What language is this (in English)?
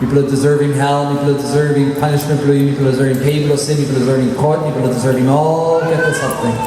Tok Pisin